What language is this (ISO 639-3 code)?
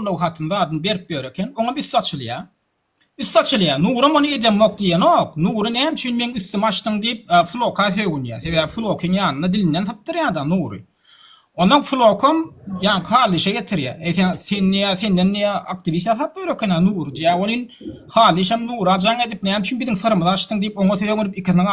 tuk